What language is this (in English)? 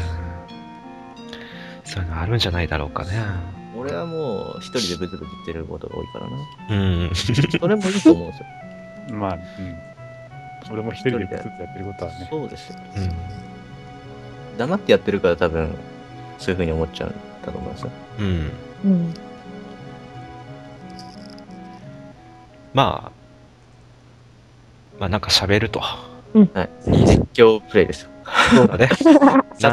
Japanese